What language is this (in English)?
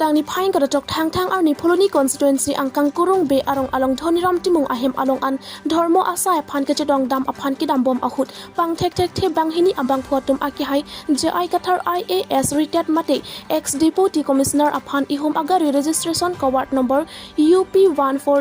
Karbi